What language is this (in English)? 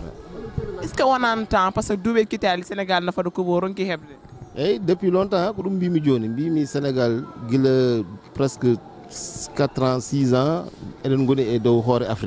Fula